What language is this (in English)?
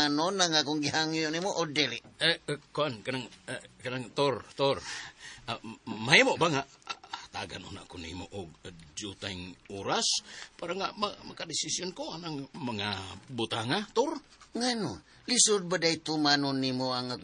Cebuano